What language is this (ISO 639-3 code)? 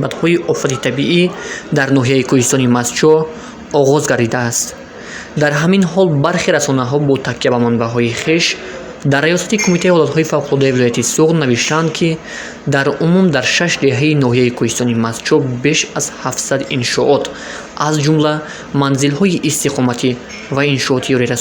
tgk